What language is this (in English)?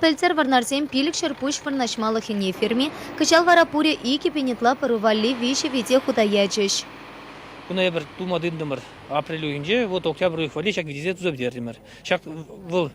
Chuvash